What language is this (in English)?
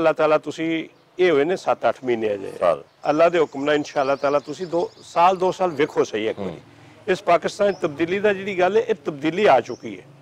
Western Panjabi